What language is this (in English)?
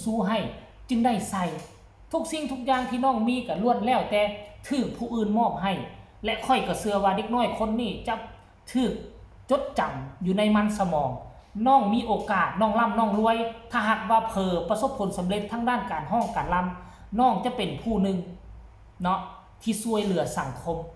Lao